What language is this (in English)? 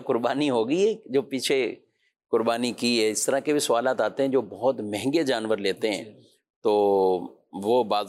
Urdu